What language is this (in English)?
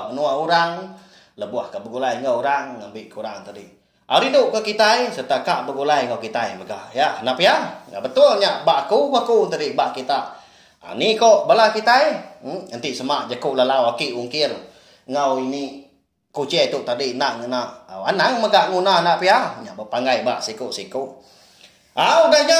Iban